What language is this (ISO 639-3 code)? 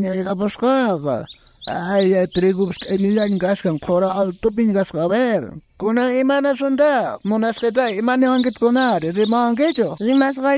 quh